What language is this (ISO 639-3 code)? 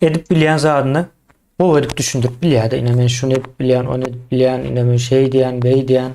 tuk